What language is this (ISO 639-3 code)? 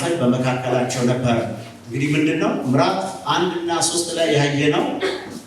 amh